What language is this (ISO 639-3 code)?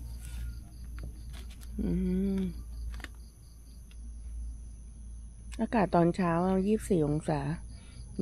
tha